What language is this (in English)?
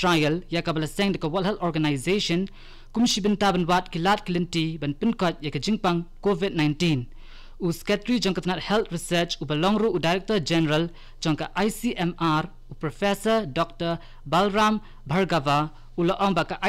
Khasi